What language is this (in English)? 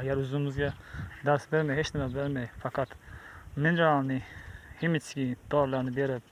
Uzbek